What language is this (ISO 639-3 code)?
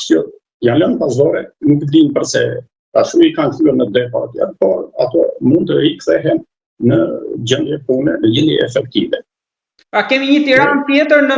sqi